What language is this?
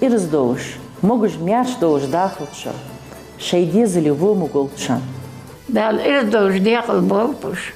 Ingush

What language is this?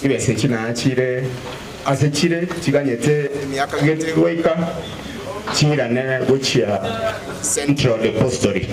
Gusii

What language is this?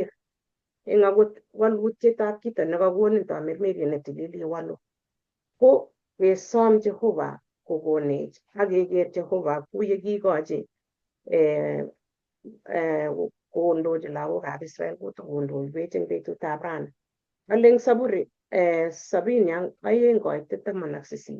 Kalenjin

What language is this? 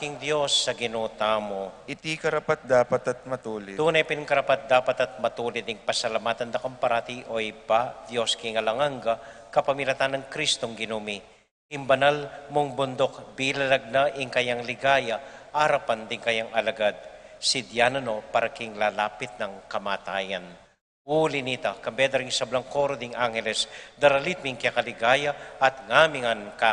Pampanga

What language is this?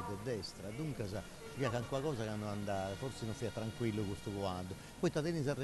Sardinian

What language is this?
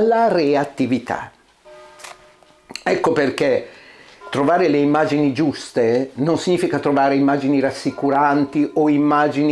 Italian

